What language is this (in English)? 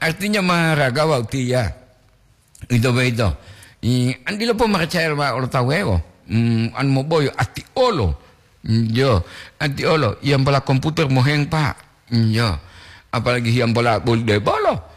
Gorontalo